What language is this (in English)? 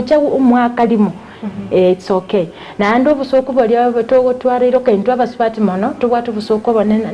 Gusii